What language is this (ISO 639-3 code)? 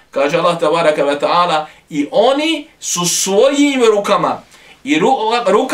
bos